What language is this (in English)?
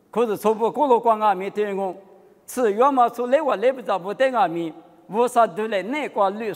Lisu